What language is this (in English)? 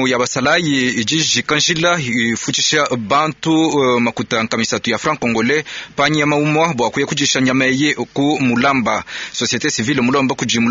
Luba-Lulua